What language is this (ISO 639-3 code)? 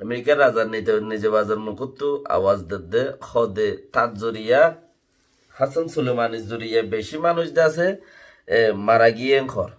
rhg